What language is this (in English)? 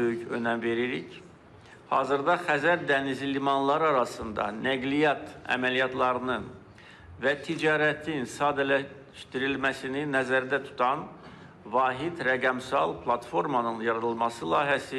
Azerbaijani